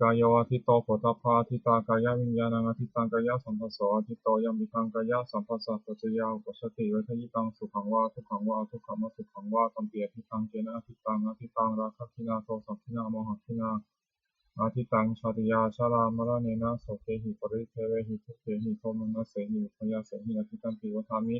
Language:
Pali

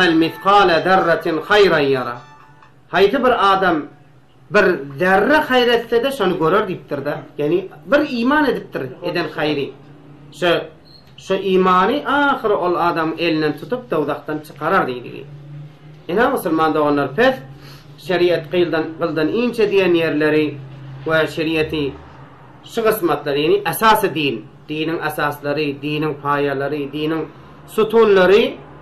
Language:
Turkmen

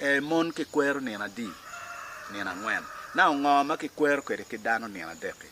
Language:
Acoli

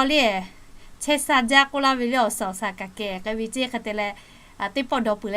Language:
Lahu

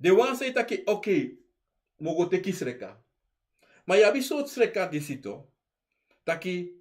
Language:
Sranan Tongo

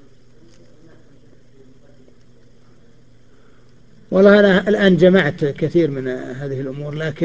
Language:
Arabic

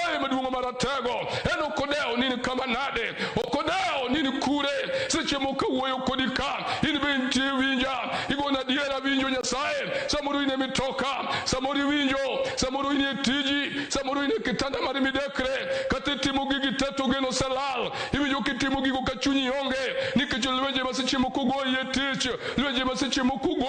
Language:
Luo (Kenya and Tanzania)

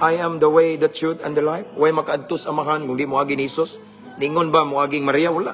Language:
Cebuano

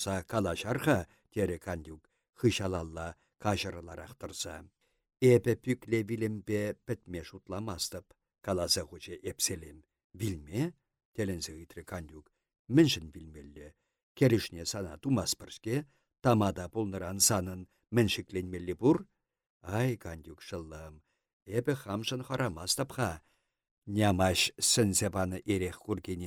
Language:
Chuvash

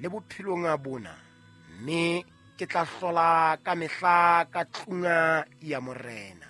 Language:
Southern Sotho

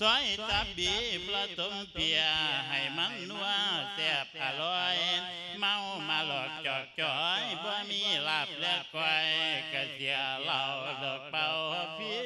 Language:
Lao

